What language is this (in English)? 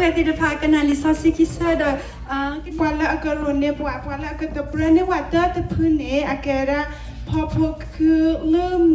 S'gaw Karen